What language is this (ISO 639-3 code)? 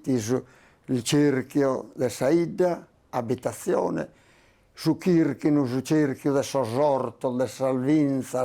srd